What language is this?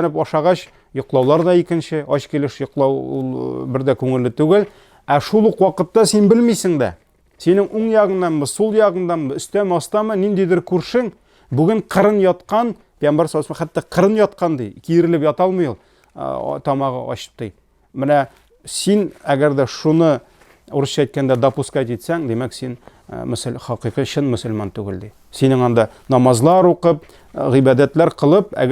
Tatar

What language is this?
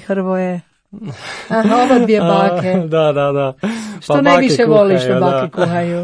Croatian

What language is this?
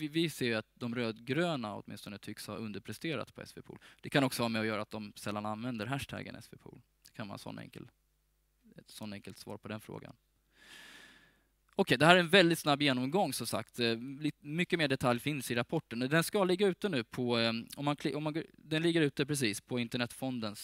Swedish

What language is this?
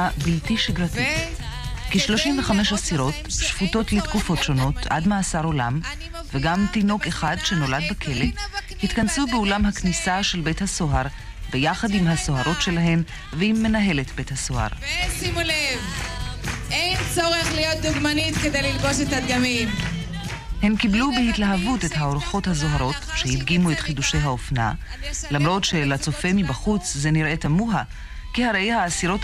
Hebrew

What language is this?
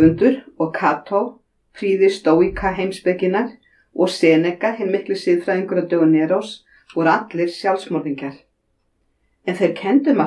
Icelandic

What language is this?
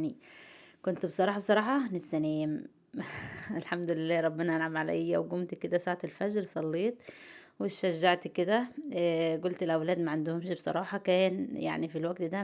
Egyptian Arabic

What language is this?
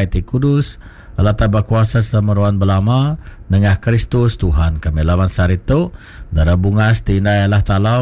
Iban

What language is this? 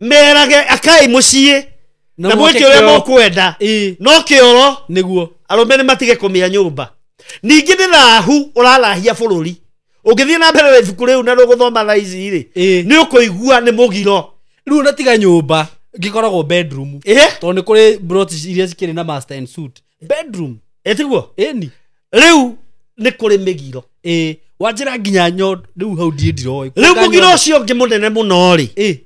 Kikuyu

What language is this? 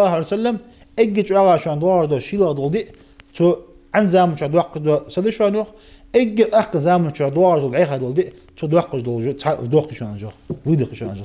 Ingush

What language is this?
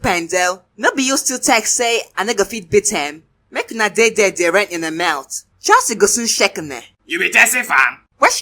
Nigerian Pidgin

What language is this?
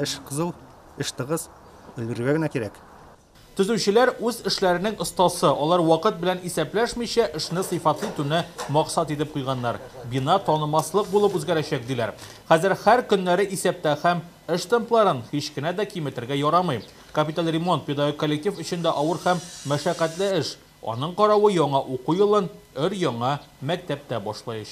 Tatar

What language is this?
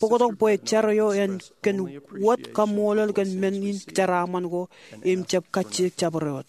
Marshallese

